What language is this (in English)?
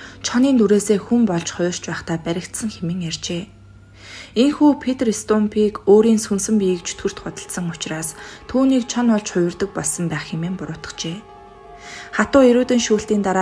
Mongolian